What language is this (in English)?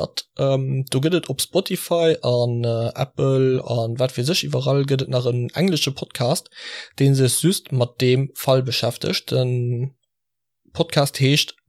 Luxembourgish